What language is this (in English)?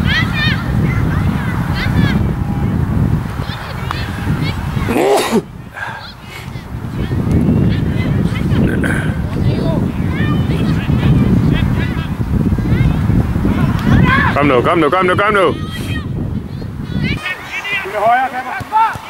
Danish